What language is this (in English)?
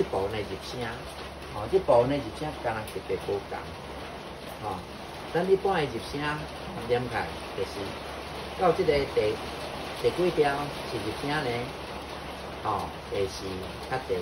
Min Nan Chinese